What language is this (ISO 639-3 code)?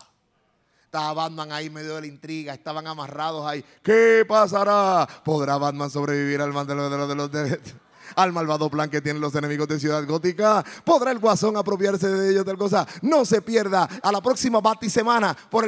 spa